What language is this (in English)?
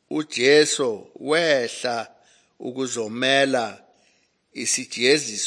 Zulu